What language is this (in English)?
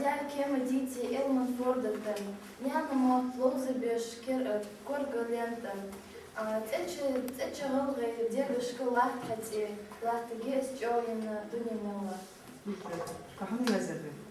Ingush